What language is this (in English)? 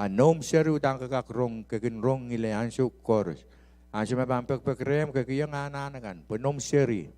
Pohnpeian